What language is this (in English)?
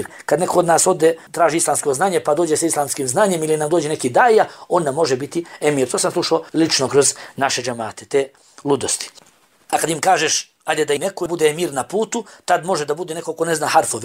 Bosnian